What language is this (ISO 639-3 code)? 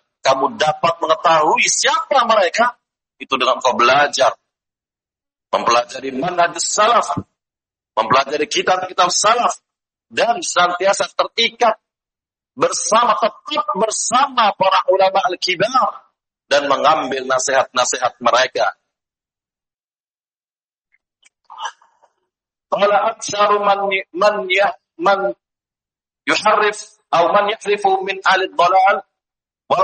ind